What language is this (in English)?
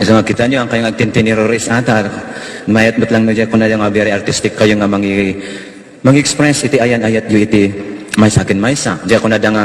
Iloko